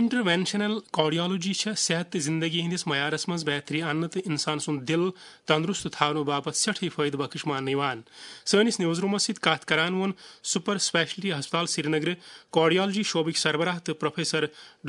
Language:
Kashmiri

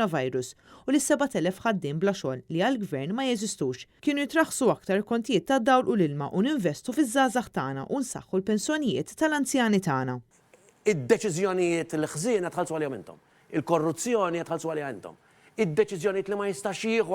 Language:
Maltese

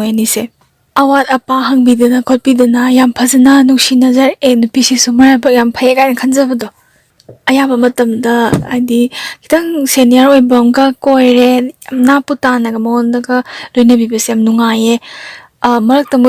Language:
Manipuri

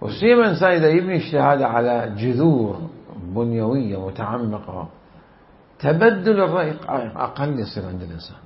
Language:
Mesopotamian Arabic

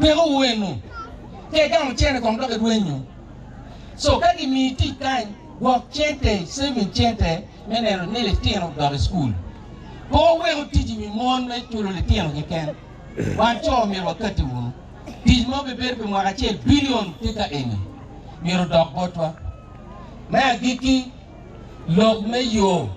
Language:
Acoli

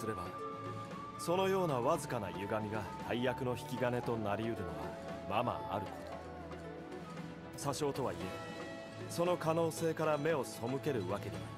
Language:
Japanese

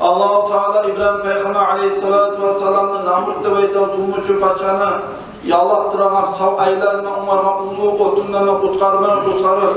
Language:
Kumyk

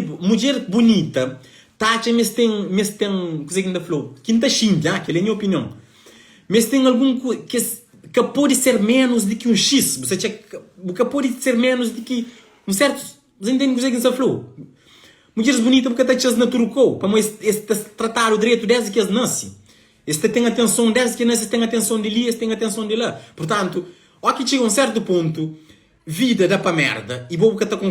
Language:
Kabuverdianu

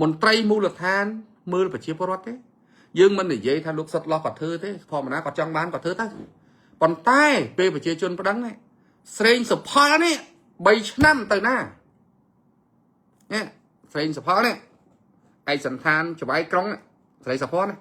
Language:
Khmer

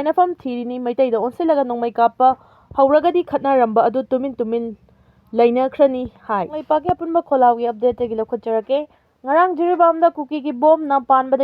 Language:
Manipuri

